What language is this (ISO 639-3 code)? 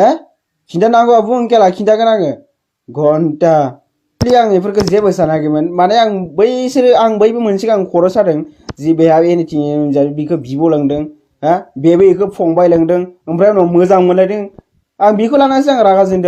brx